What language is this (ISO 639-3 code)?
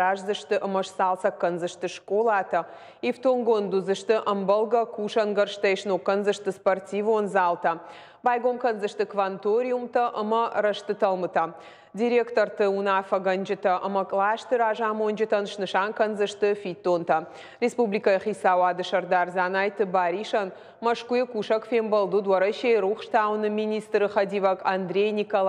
oss